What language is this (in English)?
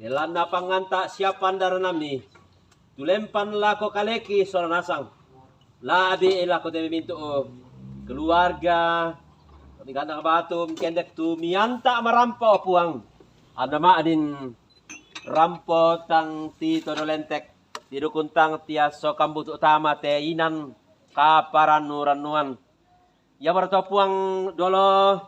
Toraja-Sa'dan